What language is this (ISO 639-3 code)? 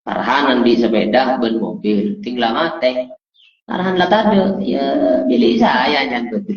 mad